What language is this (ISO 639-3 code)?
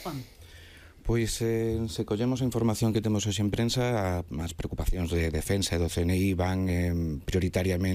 glg